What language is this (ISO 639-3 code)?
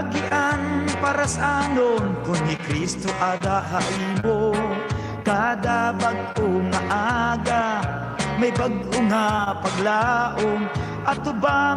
war